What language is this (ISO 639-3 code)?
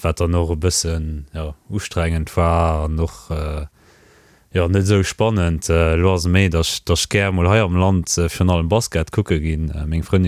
ltz